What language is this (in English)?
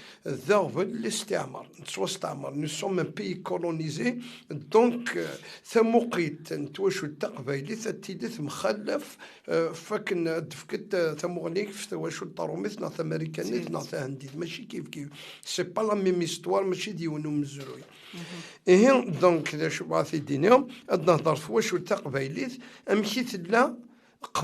Kabyle